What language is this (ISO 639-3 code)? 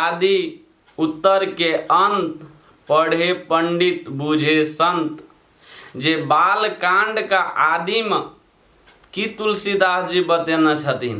mai